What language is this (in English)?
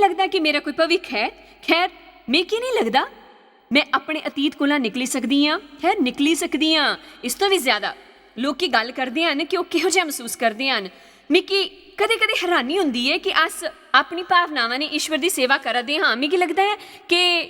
Dogri